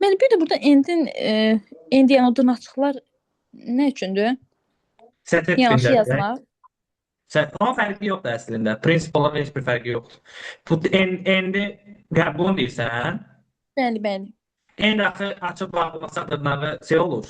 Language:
Azerbaijani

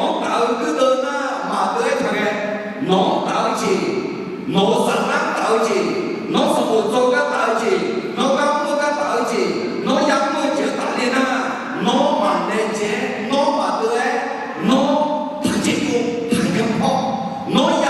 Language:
Akha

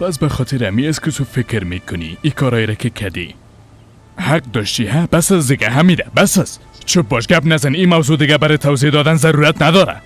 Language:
Persian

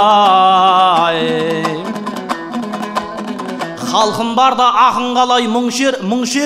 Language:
Kazakh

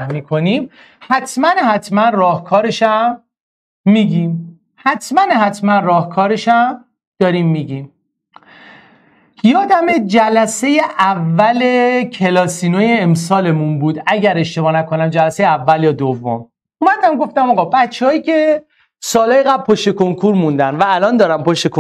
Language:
Persian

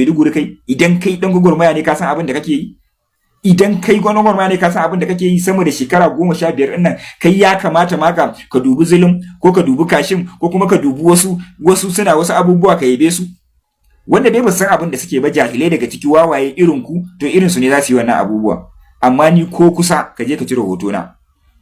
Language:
Hausa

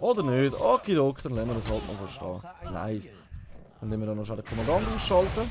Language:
Swiss German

